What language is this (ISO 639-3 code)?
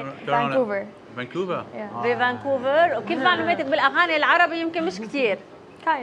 apc